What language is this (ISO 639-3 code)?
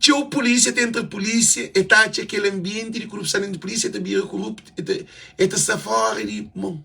kea